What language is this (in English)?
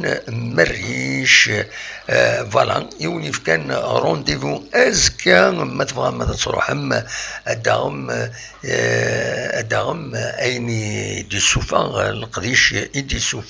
Kabyle